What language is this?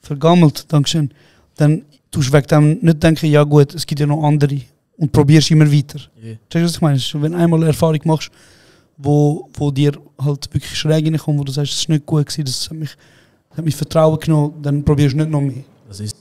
Swiss German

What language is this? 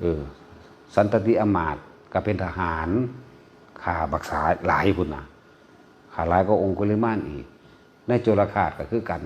Northeastern Thai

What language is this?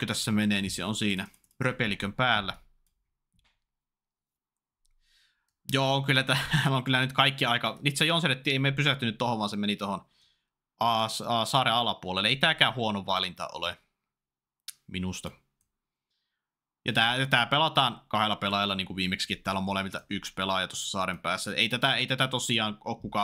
Finnish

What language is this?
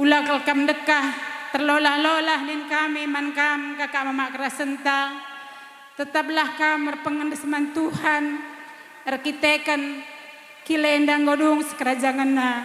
Batak Karo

